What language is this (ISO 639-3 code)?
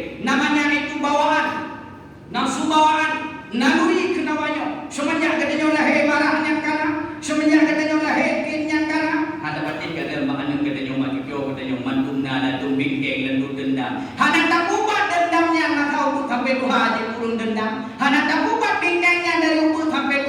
ace